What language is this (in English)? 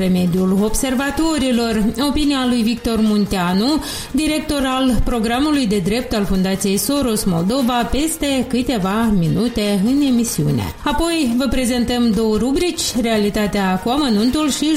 Romanian